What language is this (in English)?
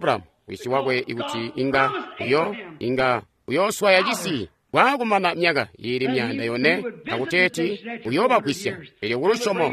Tonga (Zambia)